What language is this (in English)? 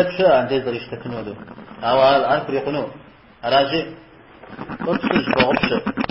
Kabardian